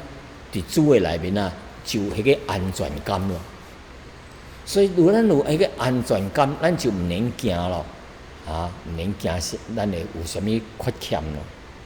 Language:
Min Nan Chinese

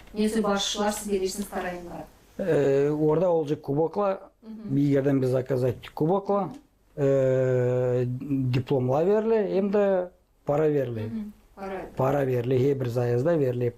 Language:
Gagauz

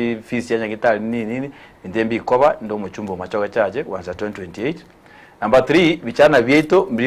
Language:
Gusii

